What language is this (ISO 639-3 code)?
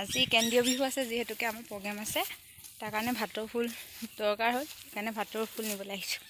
asm